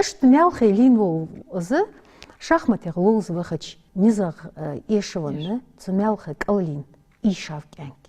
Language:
Ingush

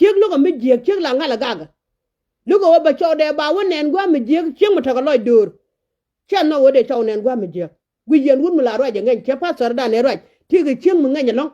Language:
Nuer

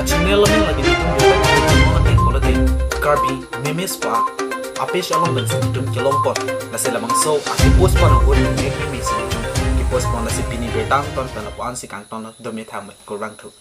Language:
Karbi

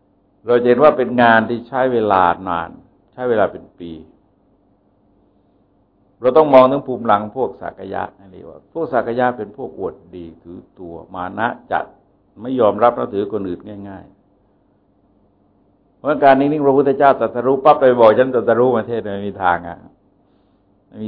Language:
Thai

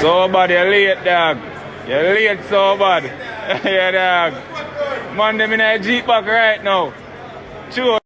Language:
Jamaican Creole English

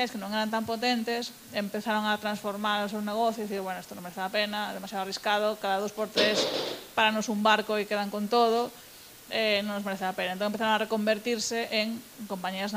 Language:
Galician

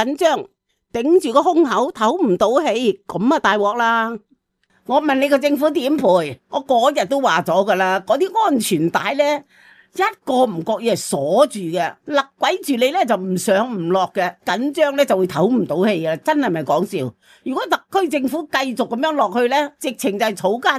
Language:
Cantonese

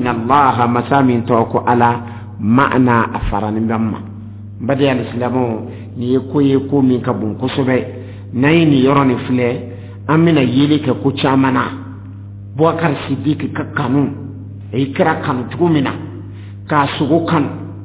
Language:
Dyula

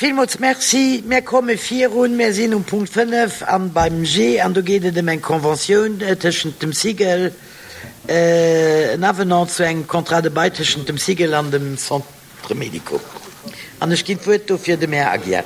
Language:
Luxembourgish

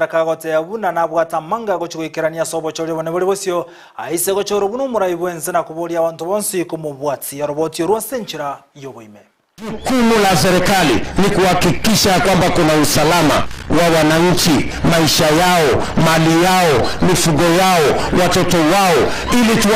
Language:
Gusii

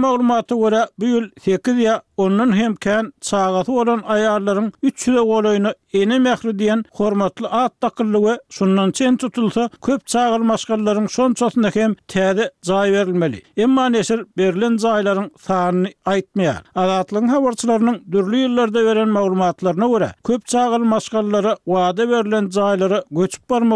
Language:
Turkmen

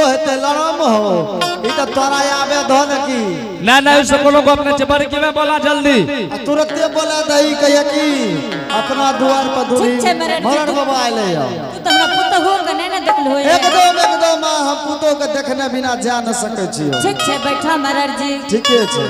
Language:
Angika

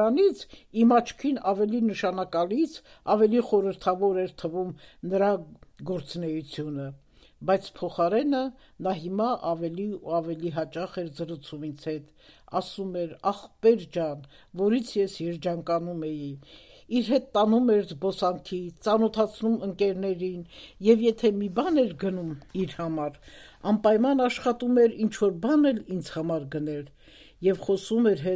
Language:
Armenian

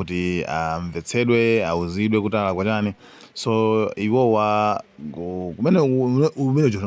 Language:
Nyanja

